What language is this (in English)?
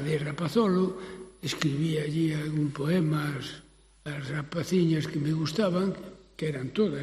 Galician